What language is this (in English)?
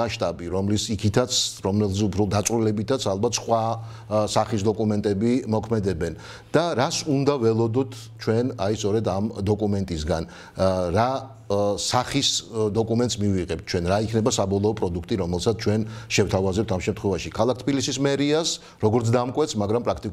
Georgian